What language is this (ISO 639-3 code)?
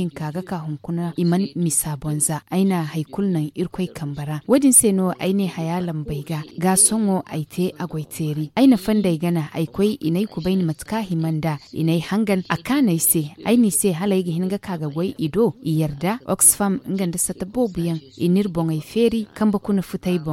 dje